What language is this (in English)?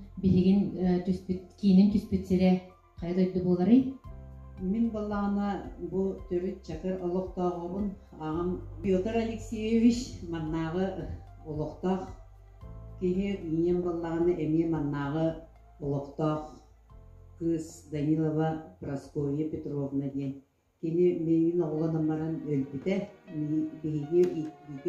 Yakut